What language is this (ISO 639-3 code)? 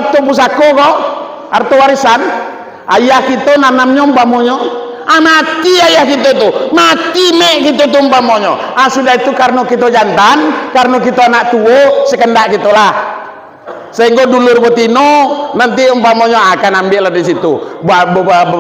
min